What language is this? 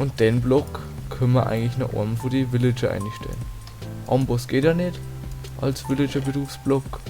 Bavarian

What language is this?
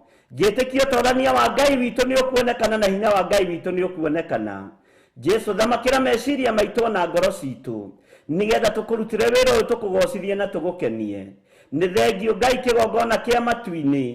Kikuyu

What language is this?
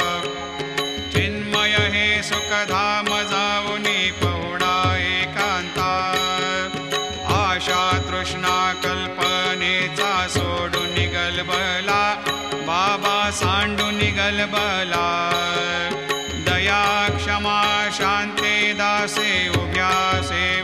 Marathi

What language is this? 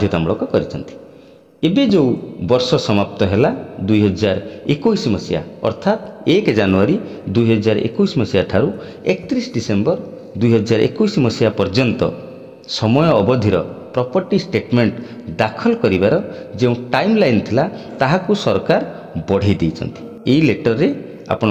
Odia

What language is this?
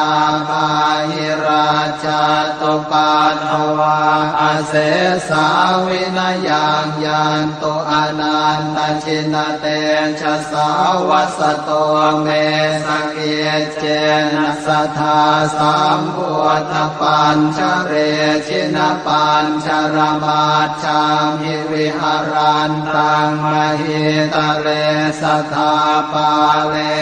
Pali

